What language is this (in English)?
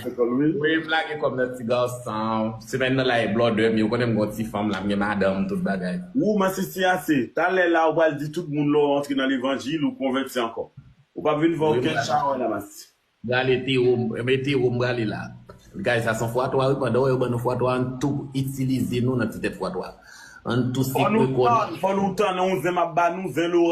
Haitian Creole